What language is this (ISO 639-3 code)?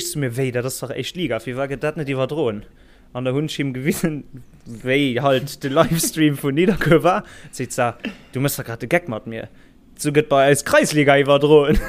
ltz